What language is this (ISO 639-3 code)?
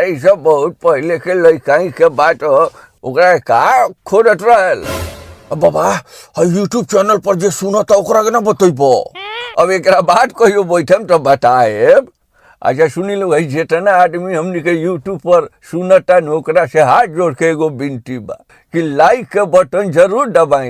bho